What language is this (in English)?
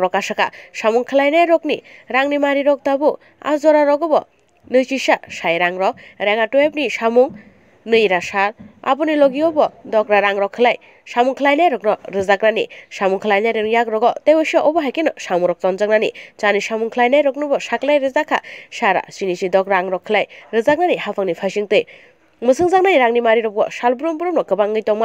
Kok Borok